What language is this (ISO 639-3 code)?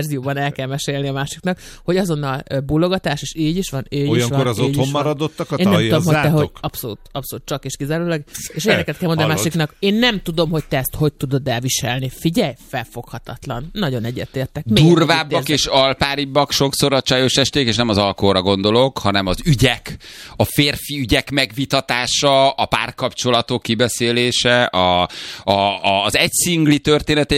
hun